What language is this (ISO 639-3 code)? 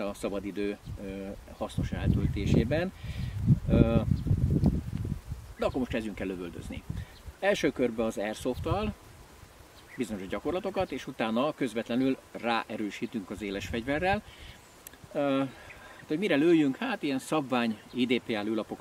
hun